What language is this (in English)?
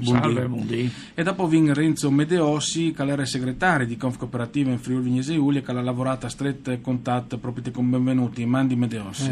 Friulian